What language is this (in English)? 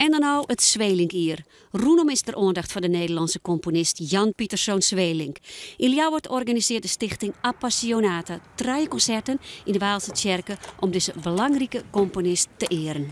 Western Frisian